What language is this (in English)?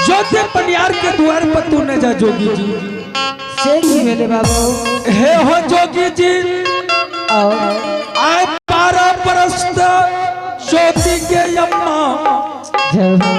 Angika